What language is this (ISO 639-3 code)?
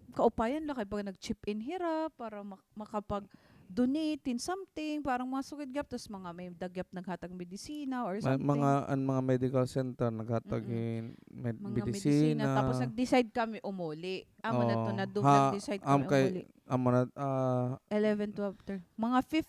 war